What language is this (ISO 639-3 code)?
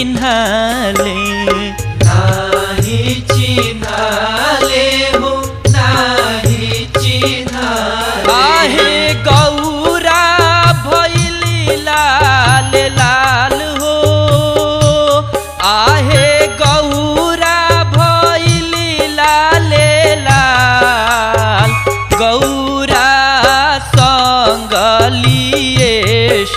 bho